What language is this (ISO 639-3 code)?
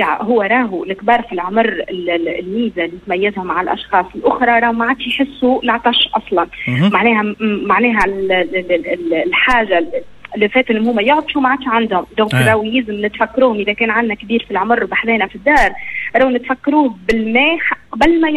aeb